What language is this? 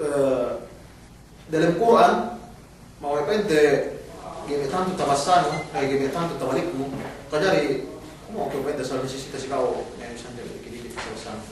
Yakan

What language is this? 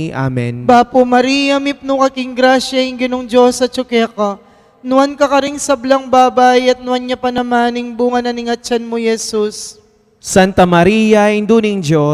Pampanga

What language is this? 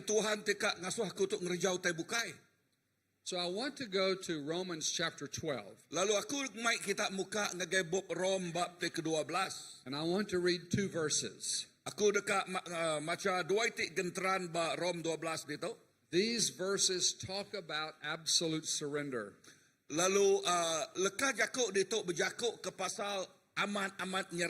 Iban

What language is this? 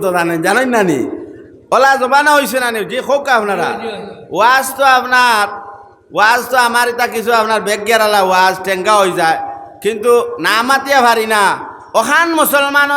Sylheti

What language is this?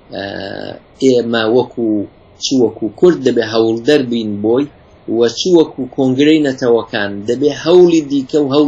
Central Kurdish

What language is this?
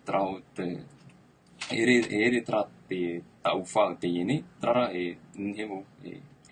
Tahitian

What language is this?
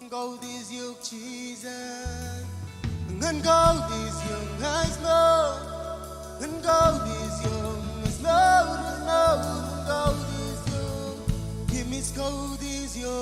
Marshallese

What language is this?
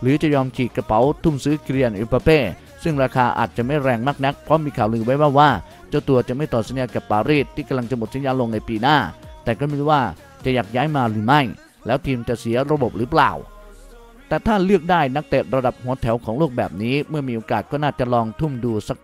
Thai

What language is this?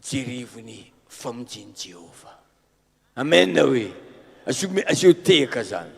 Malagasy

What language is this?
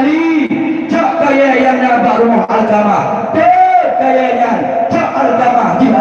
Achinese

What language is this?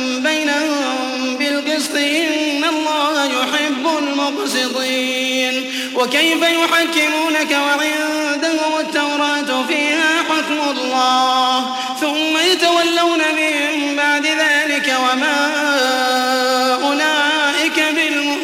Arabic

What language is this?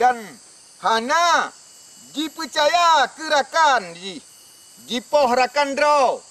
Achinese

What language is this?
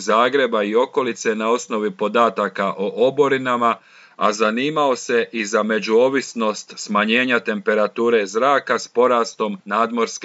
Croatian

